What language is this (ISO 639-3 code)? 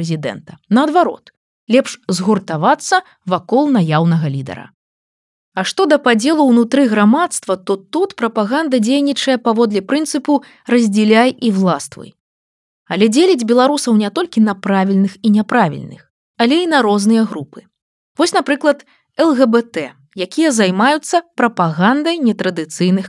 bel